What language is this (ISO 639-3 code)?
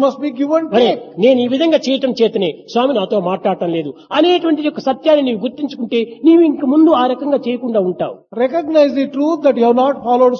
tel